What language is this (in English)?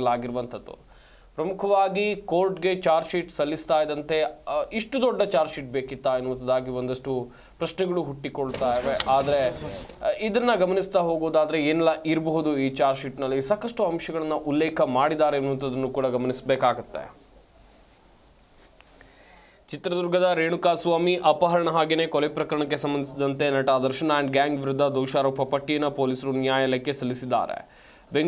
Kannada